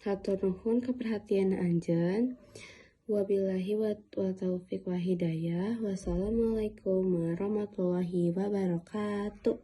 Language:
Sundanese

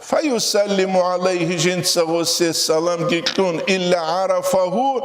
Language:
Avaric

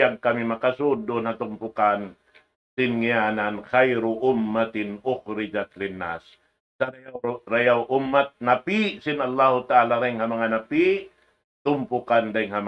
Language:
Tausug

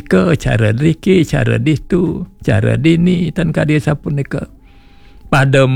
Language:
Balinese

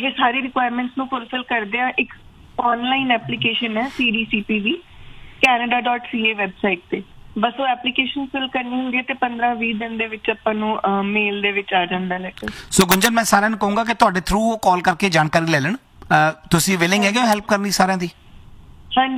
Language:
Punjabi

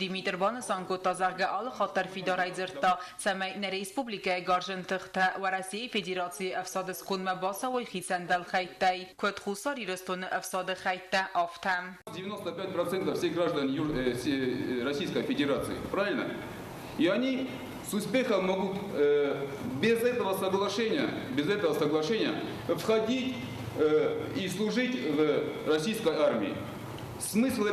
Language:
Ossetic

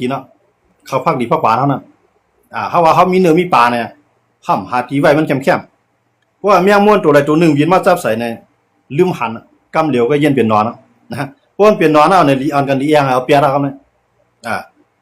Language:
Shan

